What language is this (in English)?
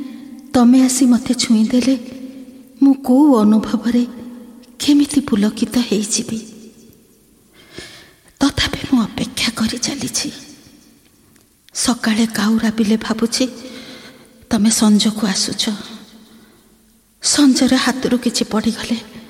Odia